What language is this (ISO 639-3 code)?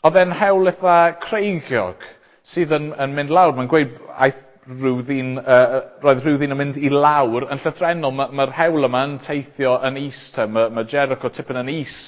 cym